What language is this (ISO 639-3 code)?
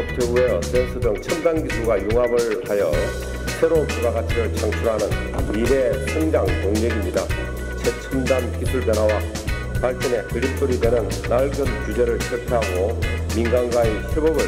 kor